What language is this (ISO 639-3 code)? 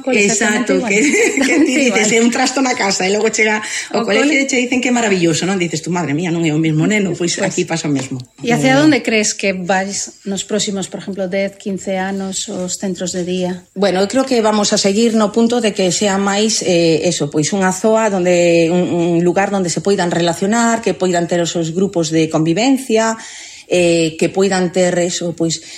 glg